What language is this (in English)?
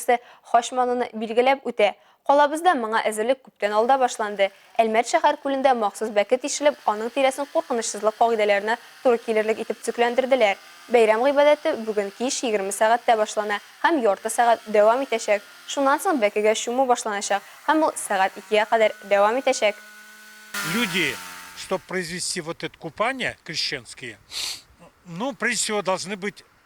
Tatar